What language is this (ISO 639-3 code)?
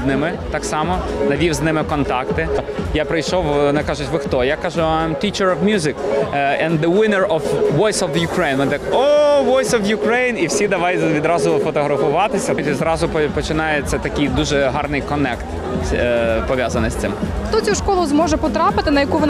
ukr